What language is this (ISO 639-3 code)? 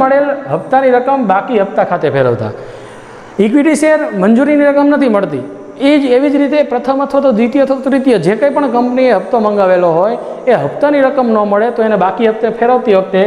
guj